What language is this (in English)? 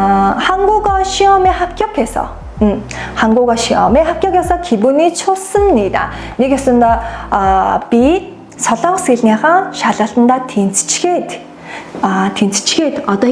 Mongolian